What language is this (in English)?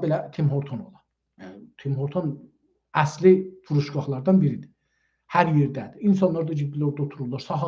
South Azerbaijani